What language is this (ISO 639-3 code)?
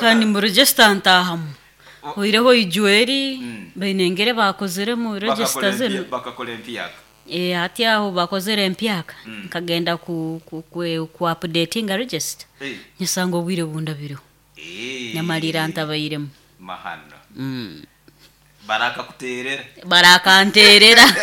nyo